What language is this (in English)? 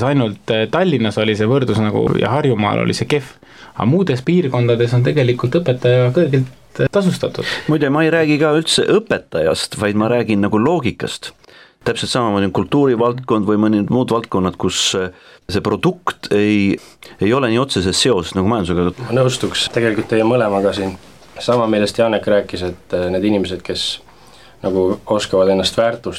Estonian